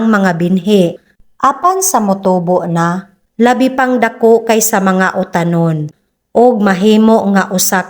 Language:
Cebuano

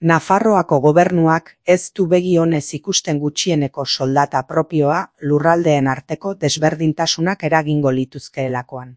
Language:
Basque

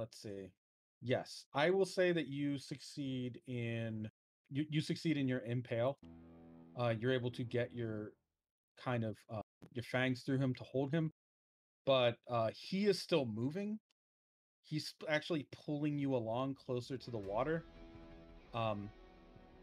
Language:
English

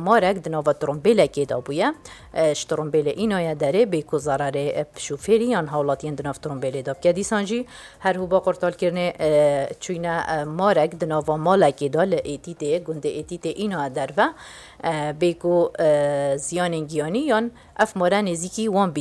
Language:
Kurdish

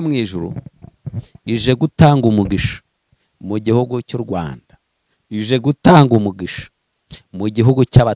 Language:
Kinyarwanda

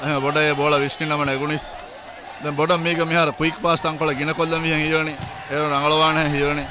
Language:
Divehi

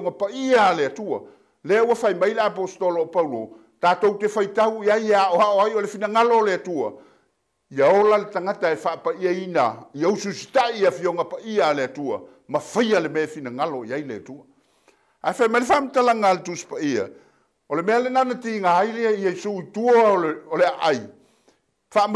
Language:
Samoan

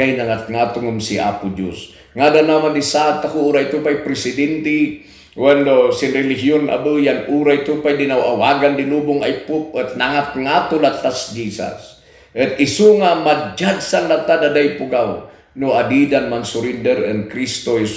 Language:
Kankanaey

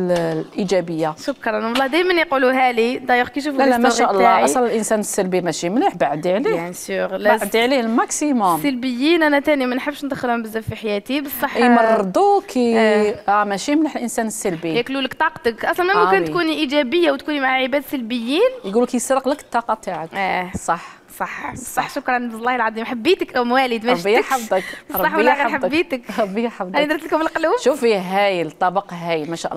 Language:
Algerian Arabic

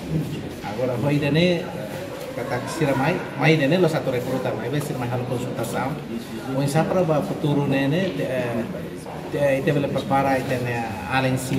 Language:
Tetum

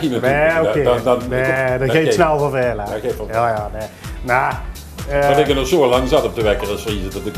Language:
Limburgish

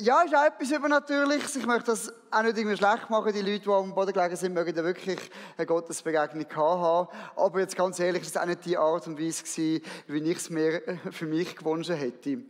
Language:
Swiss German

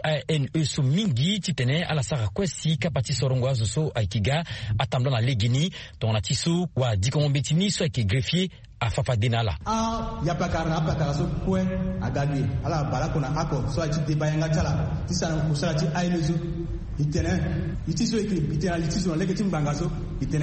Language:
Sango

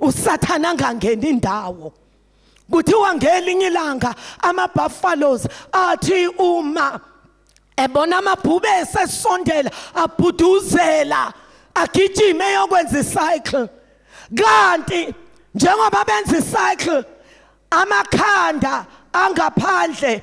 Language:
Zulu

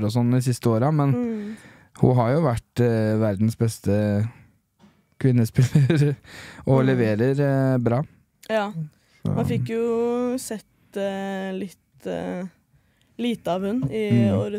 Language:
Norwegian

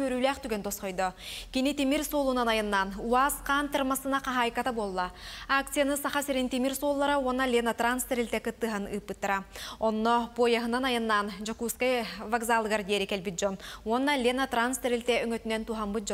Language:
Yakut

